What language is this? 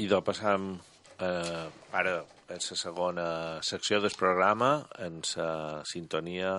Catalan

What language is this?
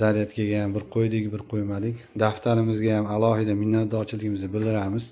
Uzbek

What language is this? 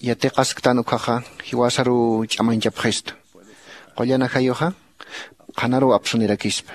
Aymara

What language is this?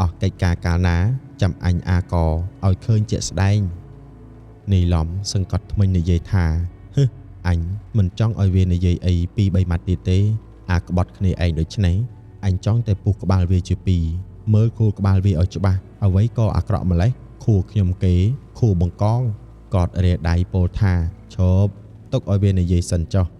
Khmer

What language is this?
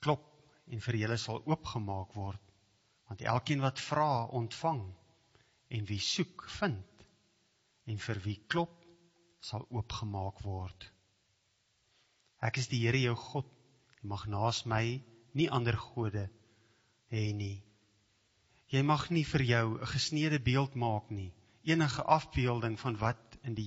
Afrikaans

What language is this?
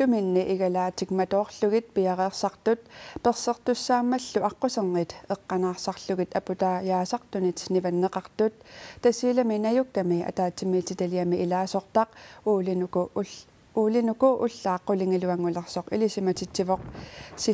Kalaallisut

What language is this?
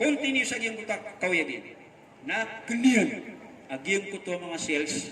Maranao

